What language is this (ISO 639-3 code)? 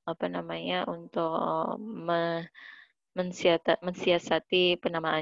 ind